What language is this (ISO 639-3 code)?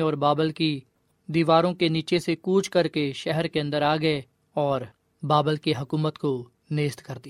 urd